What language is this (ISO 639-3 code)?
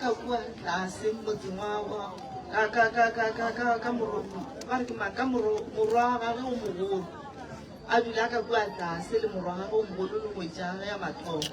nso